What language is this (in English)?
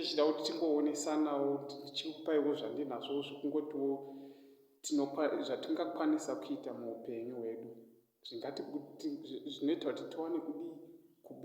Shona